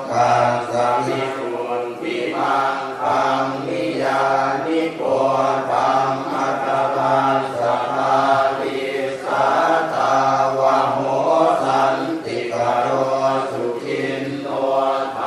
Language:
Pali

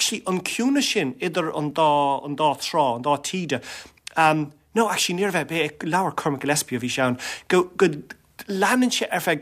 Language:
Irish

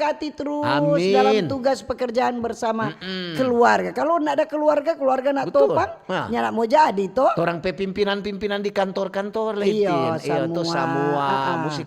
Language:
Manado Malay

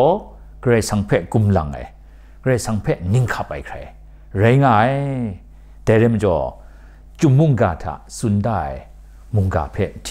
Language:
Kachin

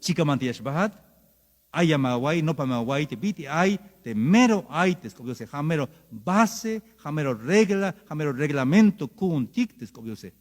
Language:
Tzeltal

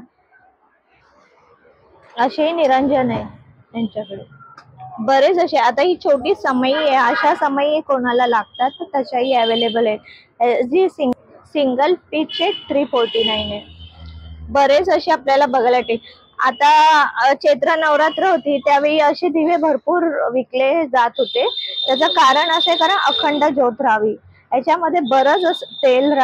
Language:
Marathi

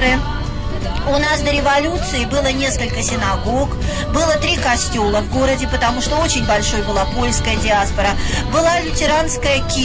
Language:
Russian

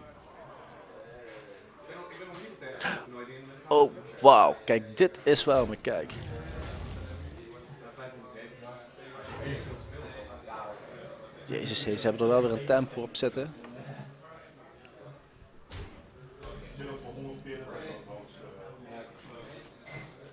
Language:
Dutch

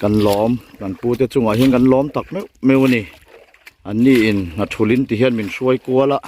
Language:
Mizo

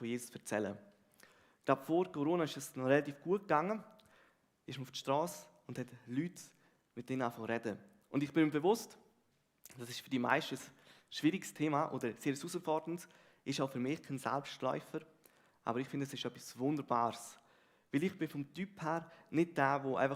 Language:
Swiss German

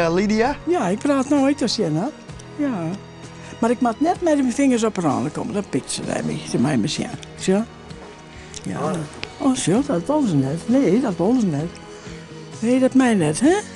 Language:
Western Frisian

